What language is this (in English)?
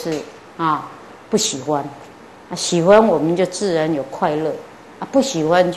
Chinese